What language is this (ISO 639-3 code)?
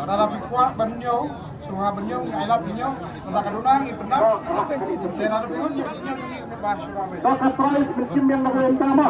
kha